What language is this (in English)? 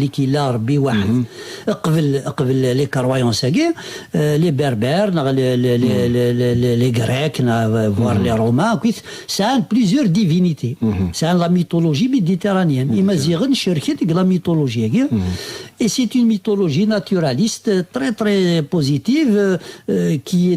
Kabyle